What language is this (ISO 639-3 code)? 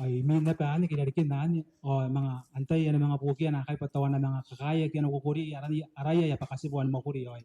gil